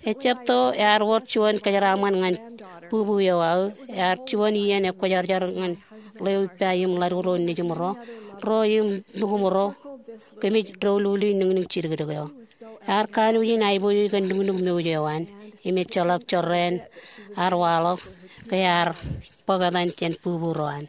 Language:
Marshallese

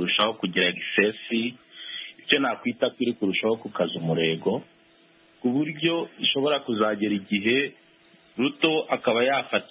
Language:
Kinyarwanda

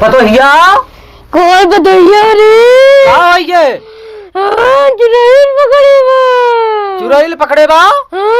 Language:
Awadhi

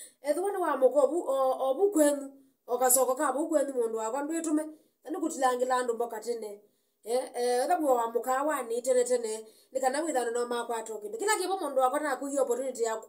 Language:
Kamba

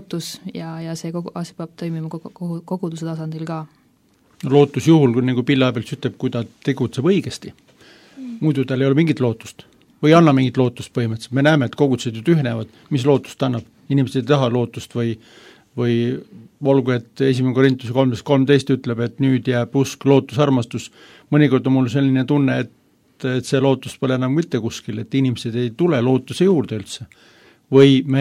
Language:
Estonian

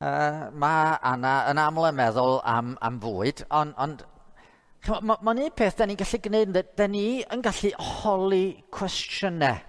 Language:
Welsh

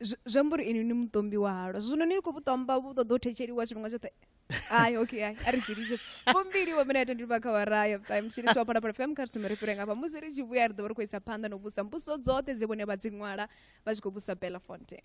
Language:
Venda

